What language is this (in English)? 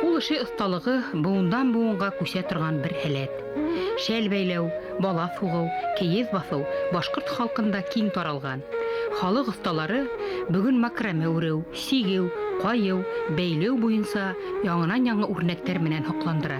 Bashkir